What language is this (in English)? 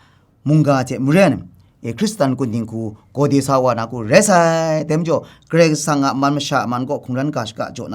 Kachin